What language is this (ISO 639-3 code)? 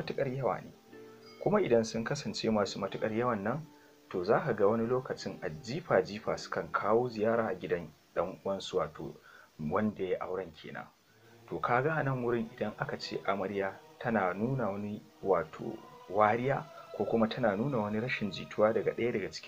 hau